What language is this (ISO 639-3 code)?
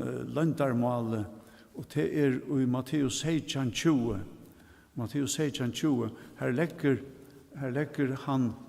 fao